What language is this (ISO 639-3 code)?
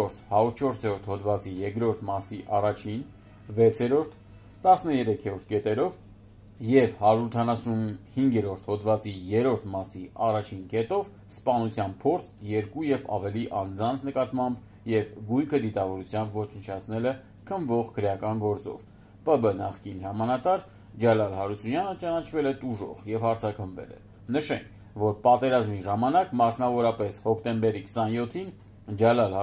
hye